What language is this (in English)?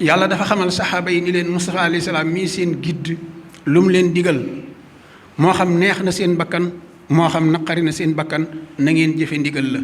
Wolof